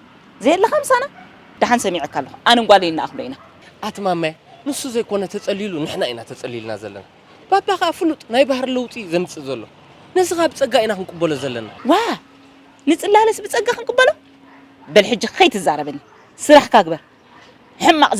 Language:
Tigrinya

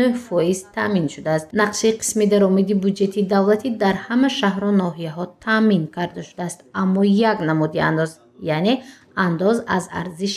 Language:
Tajik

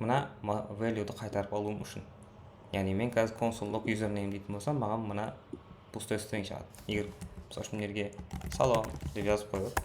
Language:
Kara-Kalpak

